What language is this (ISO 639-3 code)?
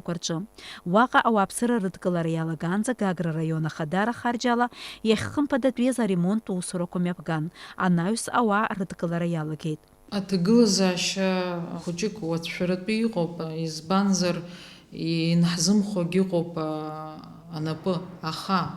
abk